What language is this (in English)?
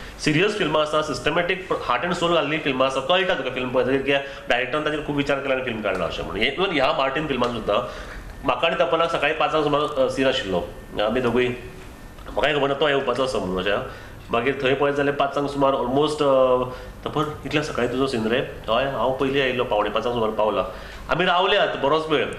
Konkani